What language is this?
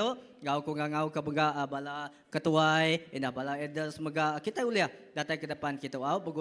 Iban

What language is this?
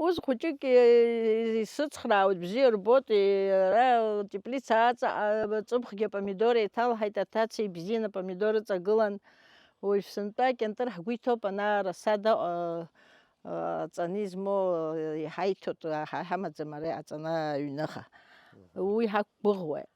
Abkhazian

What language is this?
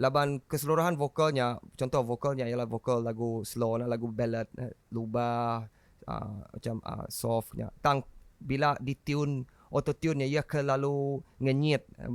Iban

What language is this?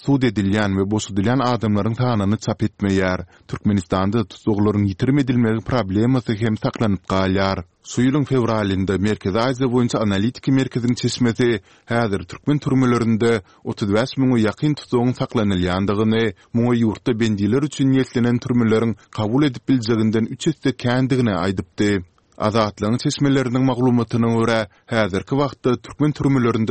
Turkmen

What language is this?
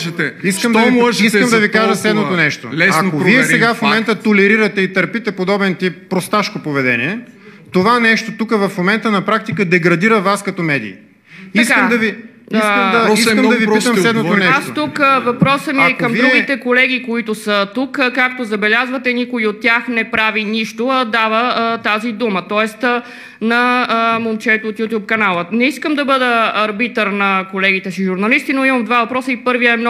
Bulgarian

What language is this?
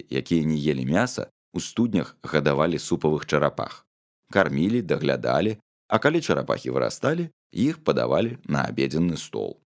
Belarusian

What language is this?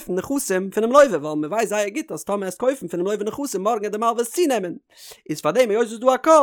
Yiddish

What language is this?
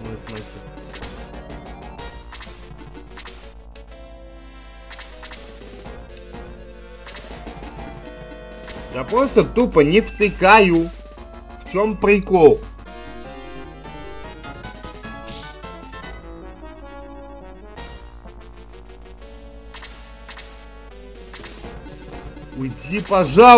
Russian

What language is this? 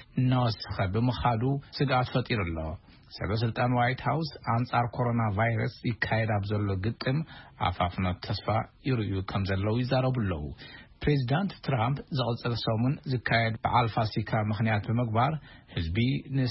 Tigrinya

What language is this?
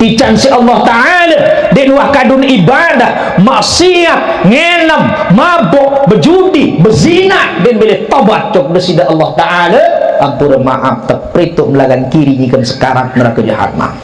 Sasak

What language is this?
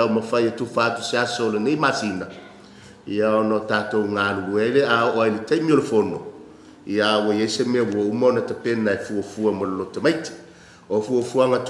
Samoan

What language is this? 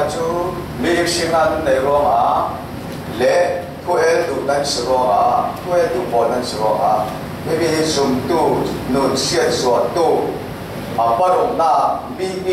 Falam Chin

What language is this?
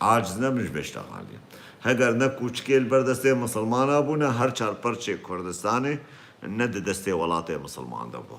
Kurdish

